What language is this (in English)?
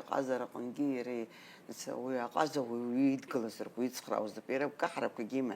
Abkhazian